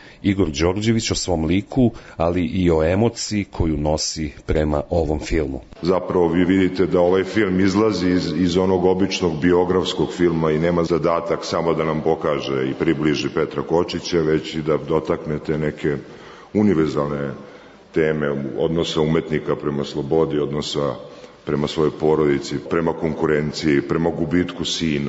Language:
Serbian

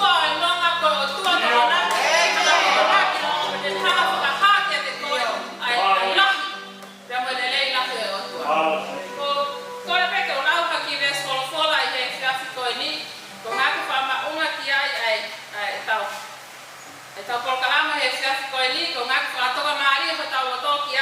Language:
Tongan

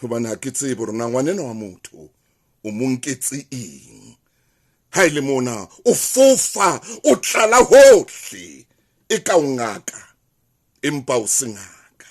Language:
Southern Sotho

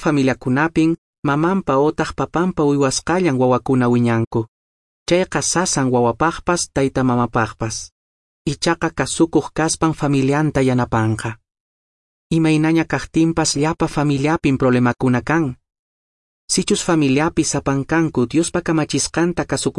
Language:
Quechua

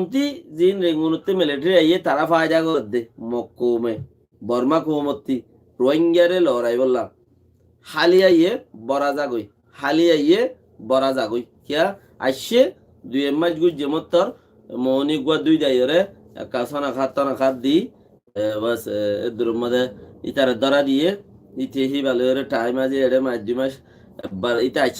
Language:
Rohingya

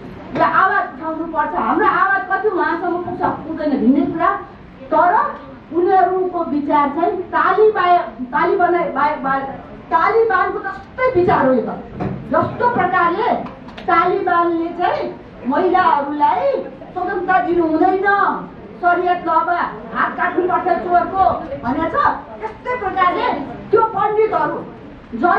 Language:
Nepali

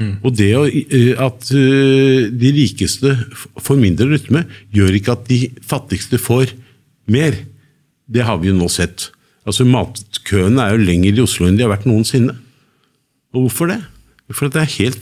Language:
Norwegian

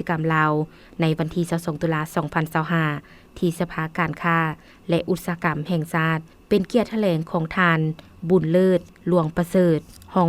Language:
Lao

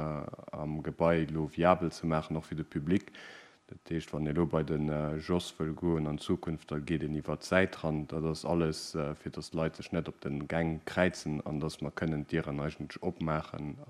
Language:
Luxembourgish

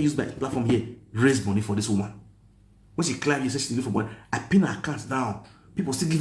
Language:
Nigerian Pidgin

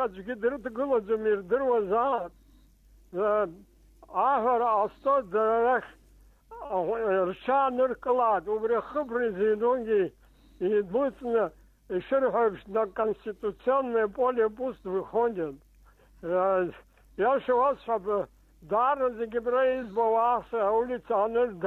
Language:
Abkhazian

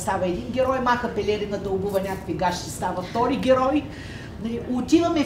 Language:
Bulgarian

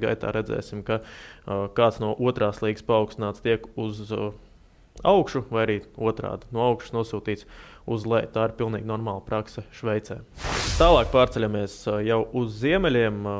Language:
Latvian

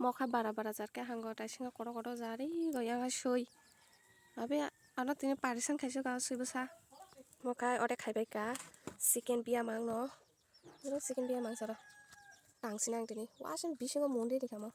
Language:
Kok Borok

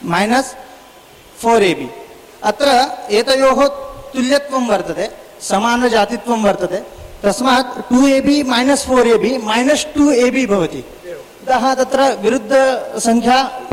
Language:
Sanskrit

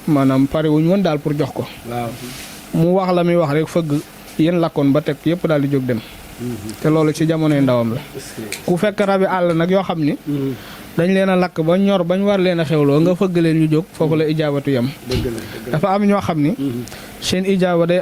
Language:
Wolof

